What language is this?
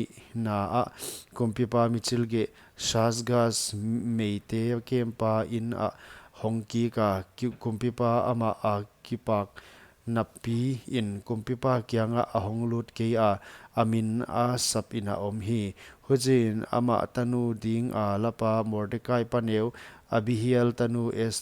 Paite Chin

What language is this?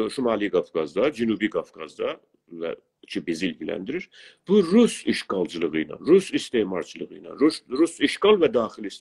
South Azerbaijani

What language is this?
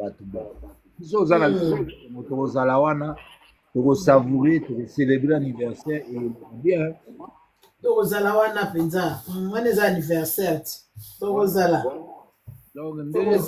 Lingala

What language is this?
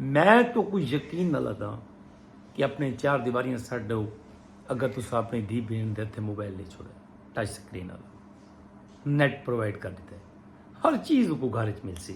Saraiki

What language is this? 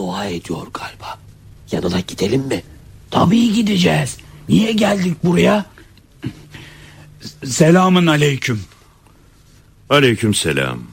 Turkish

